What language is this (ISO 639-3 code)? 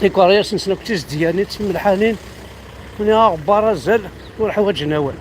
kab